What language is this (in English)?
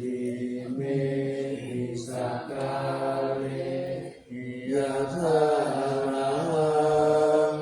Pali